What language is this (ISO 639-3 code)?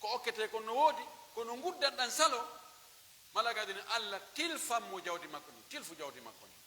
fuf